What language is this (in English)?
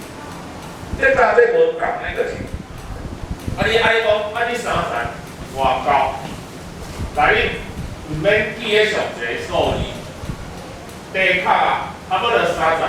Min Nan Chinese